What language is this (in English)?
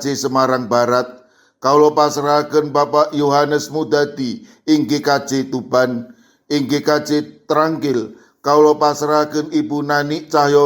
Javanese